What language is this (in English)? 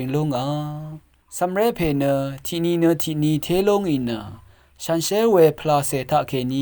Rawang